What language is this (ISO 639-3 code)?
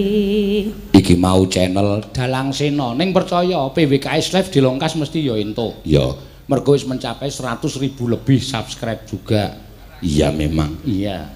jav